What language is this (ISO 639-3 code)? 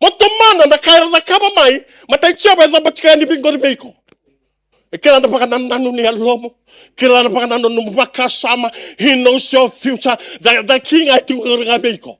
fij